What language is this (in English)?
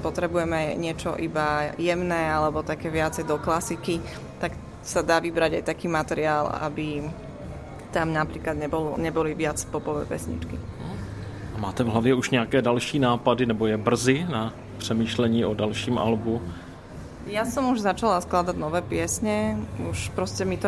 Slovak